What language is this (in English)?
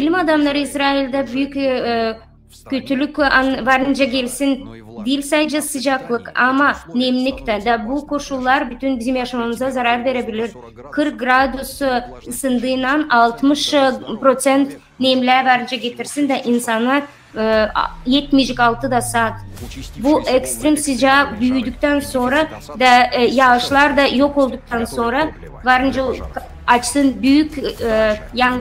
Gagauz